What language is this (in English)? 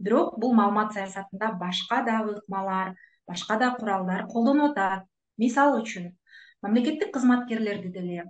Kyrgyz